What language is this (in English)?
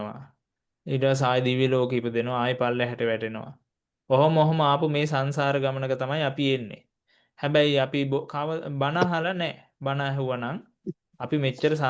Sinhala